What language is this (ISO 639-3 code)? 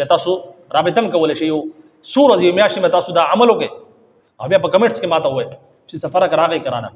pus